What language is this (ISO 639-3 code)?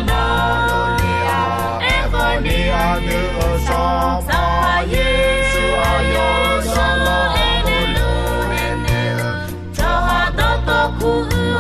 ahk